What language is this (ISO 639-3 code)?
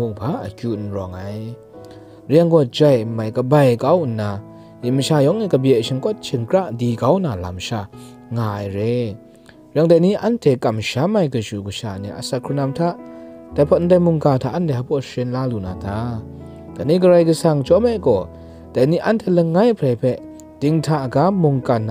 kac